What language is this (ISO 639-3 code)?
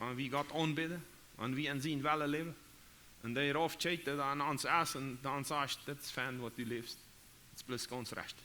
pdt